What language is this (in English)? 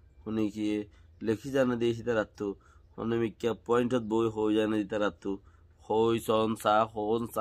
Rohingya